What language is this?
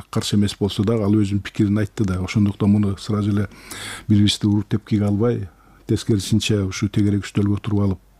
Kyrgyz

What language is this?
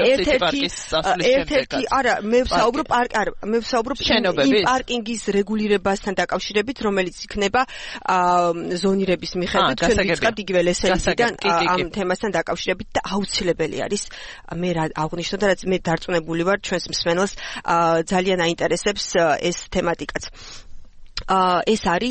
Georgian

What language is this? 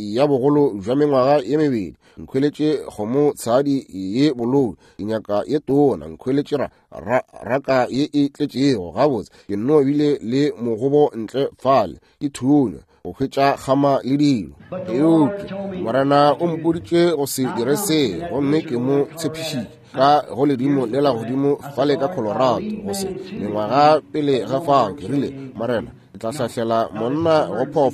Northern Sotho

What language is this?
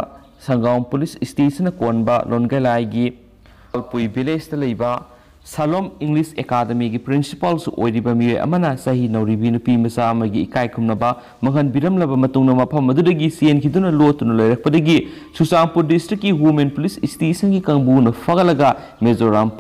Manipuri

